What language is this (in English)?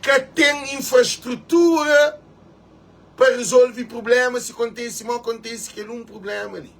Kabuverdianu